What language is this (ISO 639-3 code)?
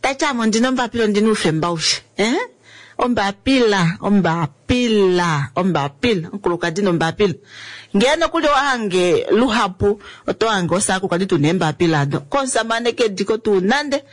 kua